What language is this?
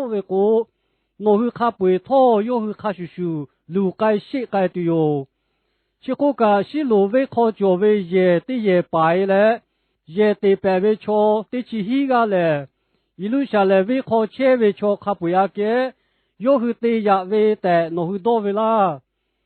Lahu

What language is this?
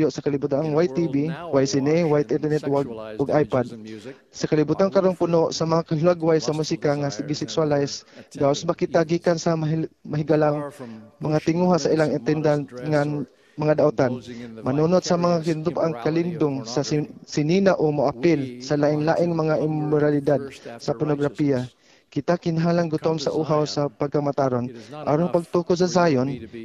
Cebuano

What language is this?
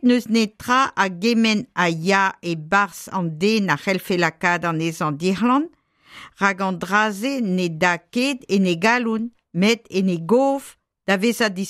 Breton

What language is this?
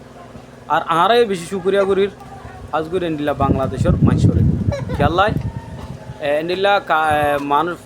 Rohingya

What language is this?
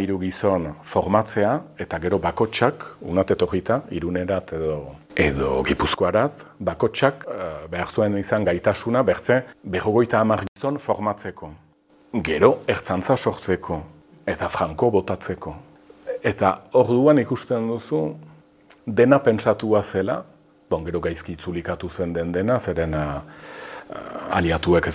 Basque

